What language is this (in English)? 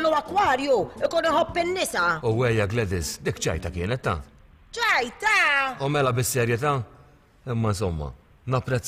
Maltese